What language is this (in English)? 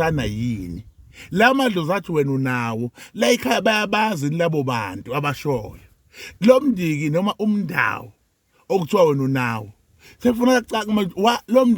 Zulu